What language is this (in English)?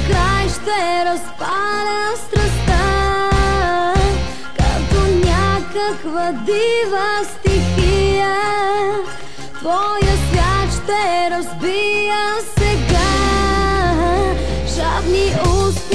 Bulgarian